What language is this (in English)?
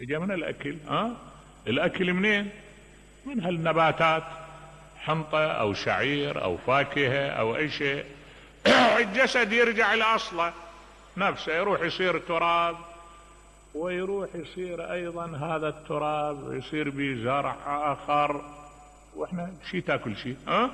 Mesopotamian Arabic